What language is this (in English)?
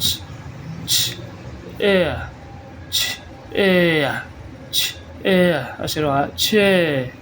Falam Chin